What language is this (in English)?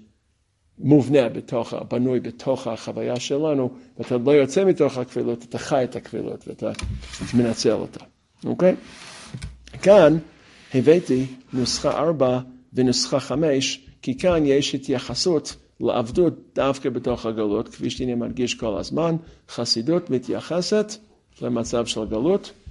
Hebrew